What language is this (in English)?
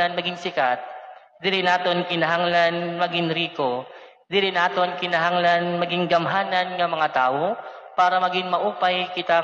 Waray